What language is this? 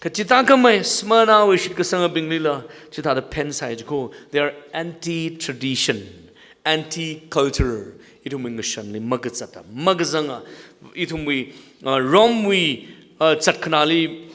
Tangkhul Naga (India)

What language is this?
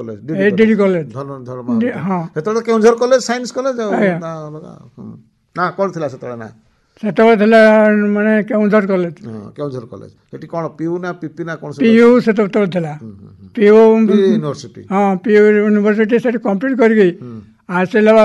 Odia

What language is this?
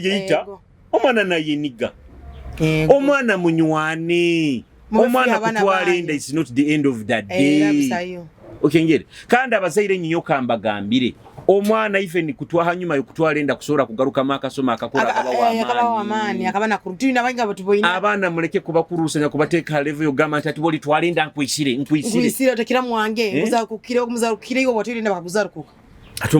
Nyoro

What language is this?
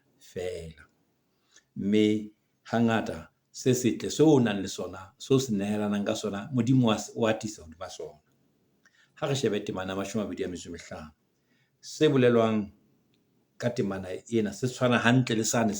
Southern Sotho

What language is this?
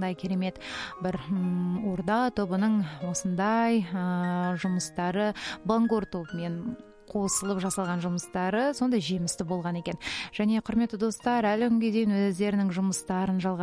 Kazakh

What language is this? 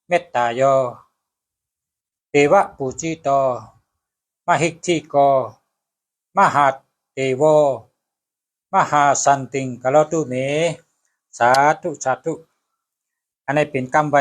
Shan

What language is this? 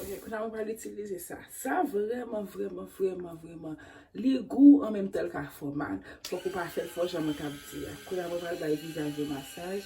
Haitian Creole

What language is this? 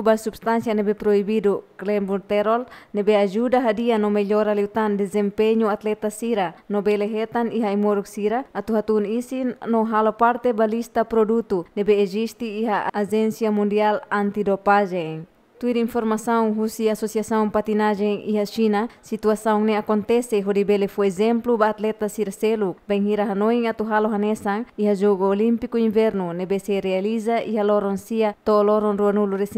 Tetum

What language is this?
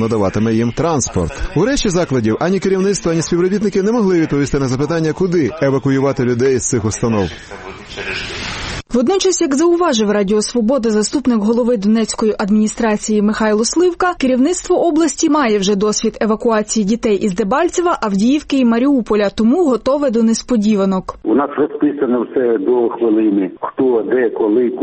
Ukrainian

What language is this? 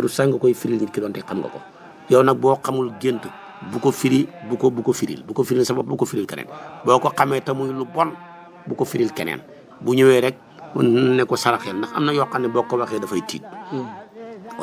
Wolof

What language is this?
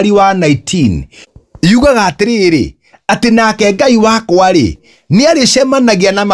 Kikuyu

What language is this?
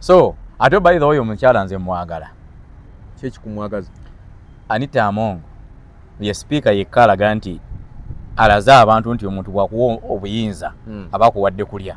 Ganda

